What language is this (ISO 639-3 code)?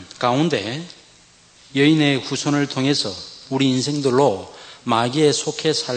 kor